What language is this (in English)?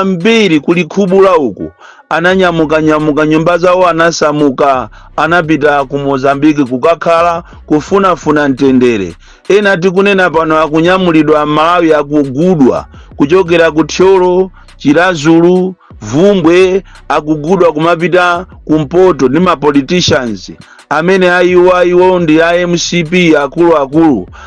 Nyanja